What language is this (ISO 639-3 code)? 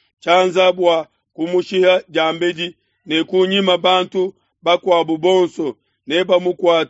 lua